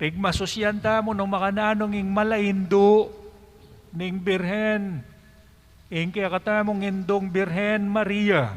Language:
Pampanga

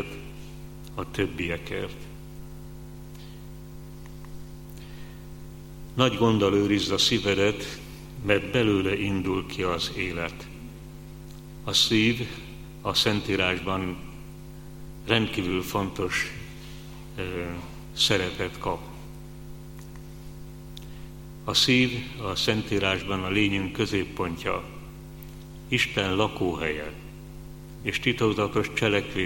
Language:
Hungarian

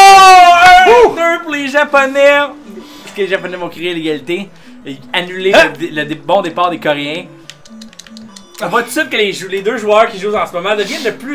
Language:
French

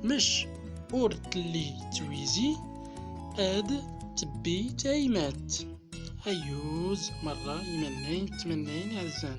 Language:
Central Atlas Tamazight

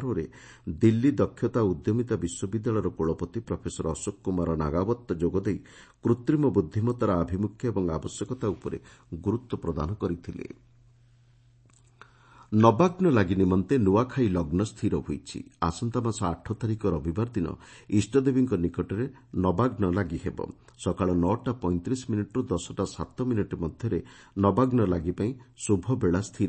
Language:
Odia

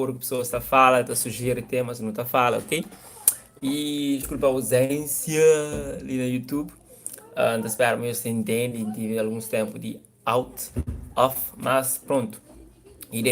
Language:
Kabuverdianu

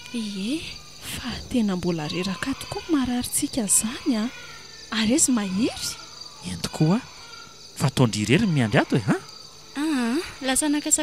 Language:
Malagasy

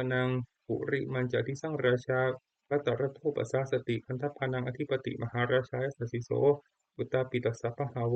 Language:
Pali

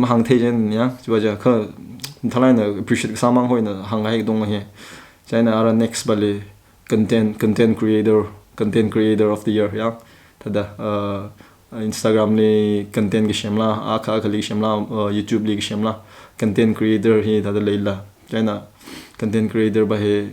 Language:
Tangkhul Naga (India)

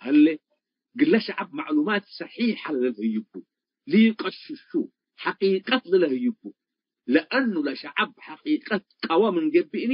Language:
Tigre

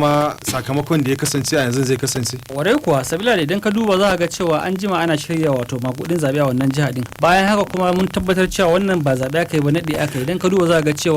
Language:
Hausa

